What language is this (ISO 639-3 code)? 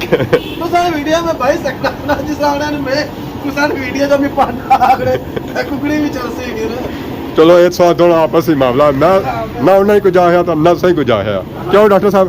phr